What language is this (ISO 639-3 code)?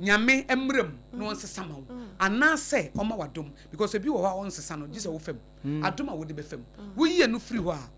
aka